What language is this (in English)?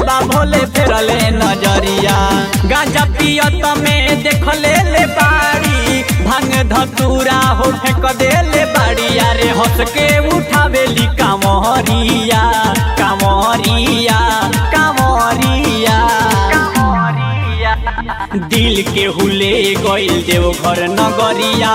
Bhojpuri